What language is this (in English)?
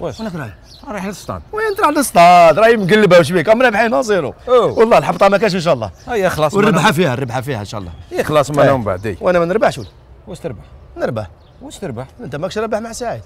Algerian Arabic